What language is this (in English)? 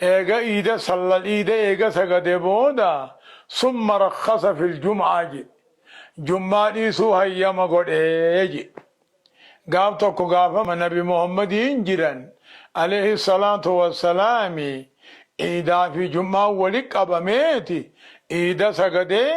Oromo